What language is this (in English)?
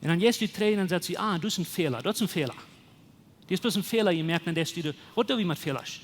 Plautdietsch